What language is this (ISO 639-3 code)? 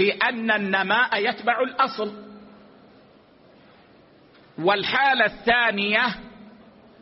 ara